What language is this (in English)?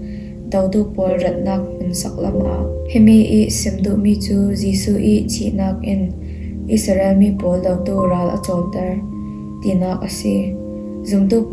Falam Chin